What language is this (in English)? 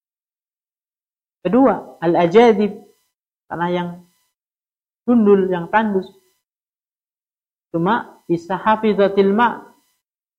Indonesian